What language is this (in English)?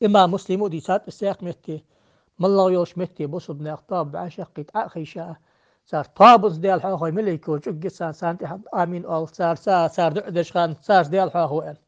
Ingush